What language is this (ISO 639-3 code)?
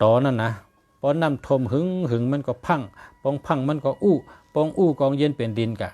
shn